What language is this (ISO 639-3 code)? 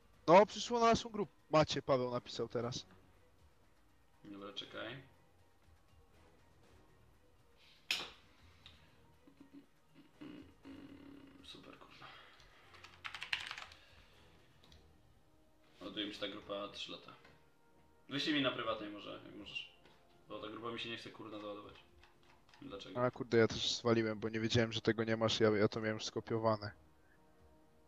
pol